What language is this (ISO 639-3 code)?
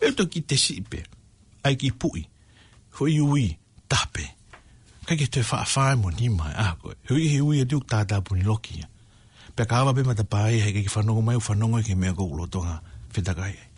ton